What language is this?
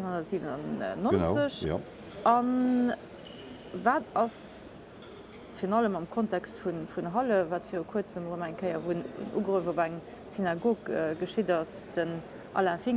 Luxembourgish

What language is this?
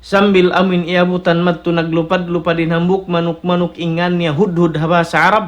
Tausug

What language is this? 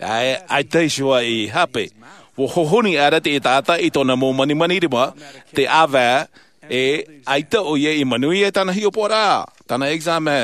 Tahitian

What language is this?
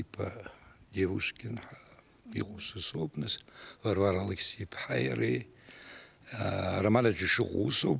Abkhazian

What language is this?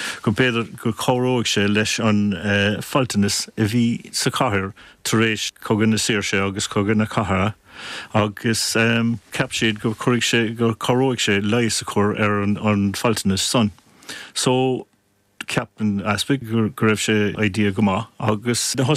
Irish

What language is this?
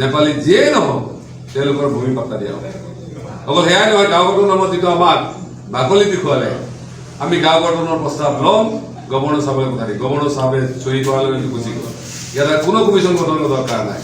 Assamese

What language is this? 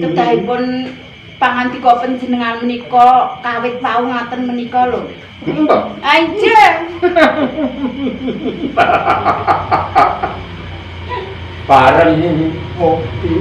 Javanese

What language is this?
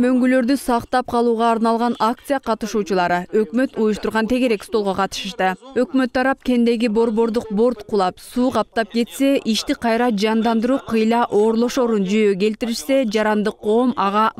Kyrgyz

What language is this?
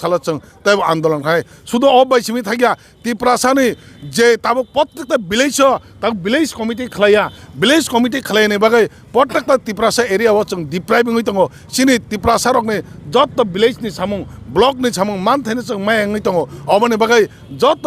Kok Borok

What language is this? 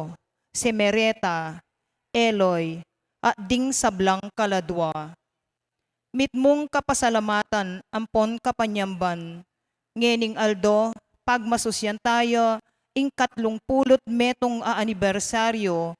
Pampanga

